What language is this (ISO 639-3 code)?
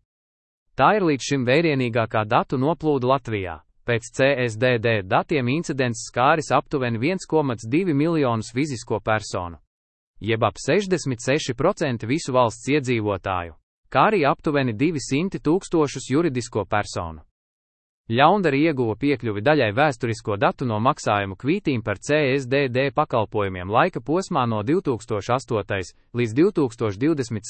lav